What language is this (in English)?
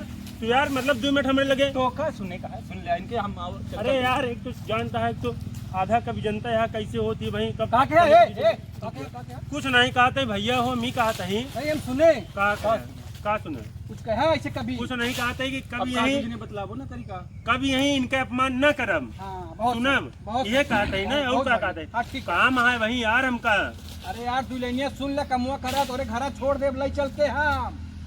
Awadhi